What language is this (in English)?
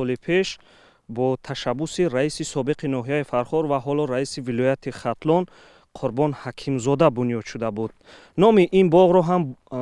Tajik